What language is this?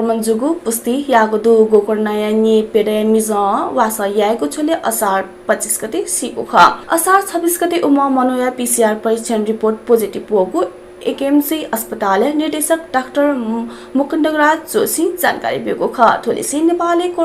Newari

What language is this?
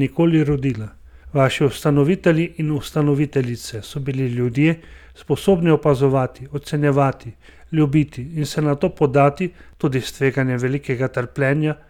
Slovenian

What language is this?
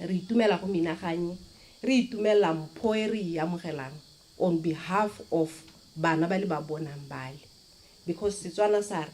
Tswana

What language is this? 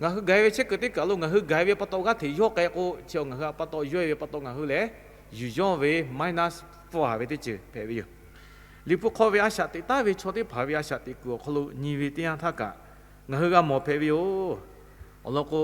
Lahu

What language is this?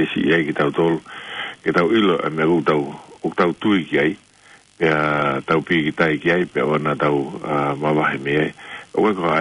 Tongan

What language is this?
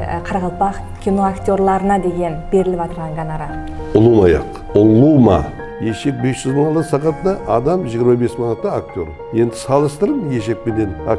Kara-Kalpak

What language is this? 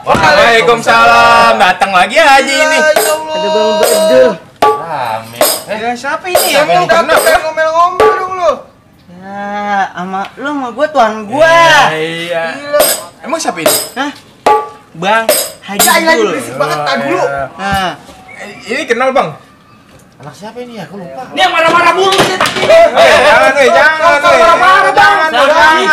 Betawi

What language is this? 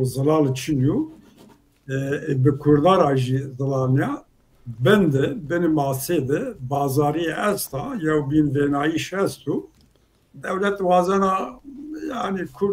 Zaza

